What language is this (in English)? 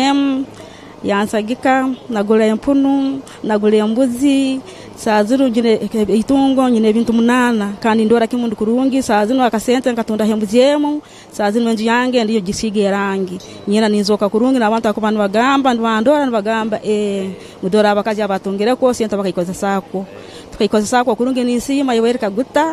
Nyankole